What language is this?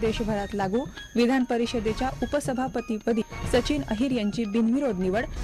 Marathi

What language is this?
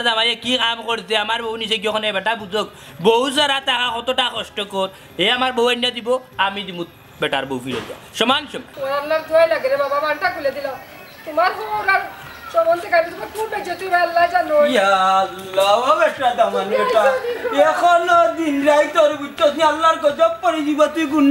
Sylheti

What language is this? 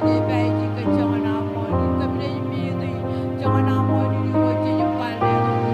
Marshallese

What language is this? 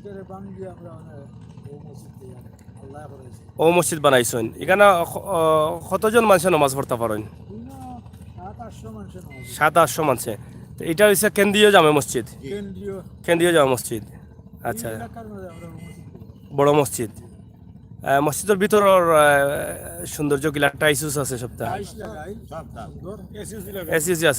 Sylheti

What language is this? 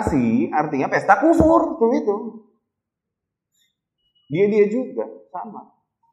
Indonesian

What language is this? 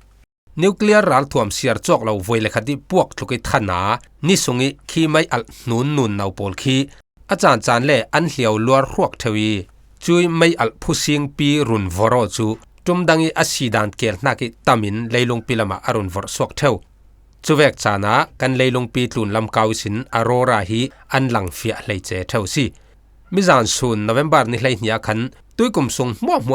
Falam Chin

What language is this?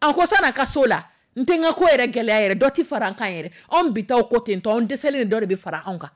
Dyula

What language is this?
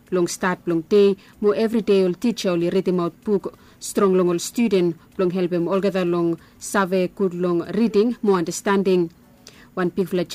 Bislama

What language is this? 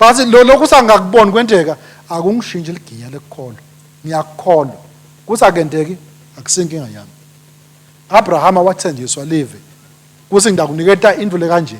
Swati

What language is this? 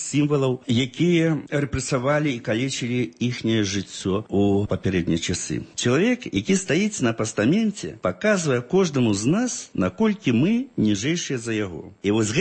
Belarusian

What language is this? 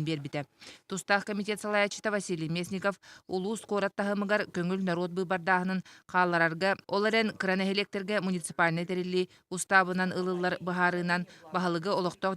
Yakut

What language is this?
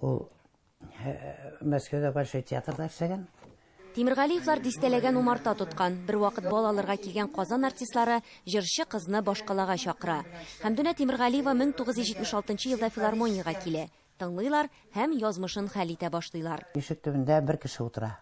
Tatar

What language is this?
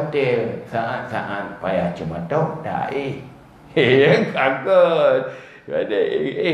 Achinese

